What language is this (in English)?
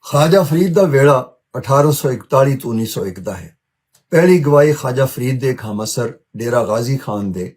Western Panjabi